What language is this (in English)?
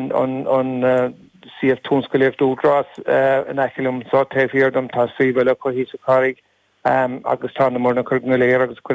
Irish